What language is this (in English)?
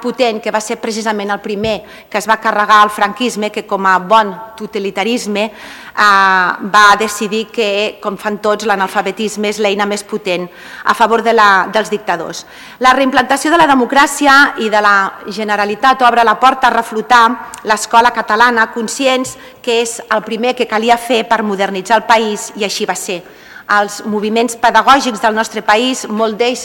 Catalan